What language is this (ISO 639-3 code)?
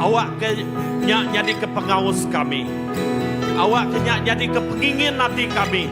iba